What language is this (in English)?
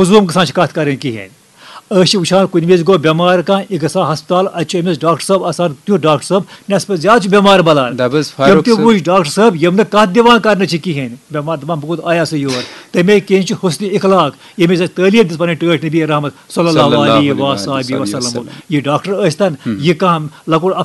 Kashmiri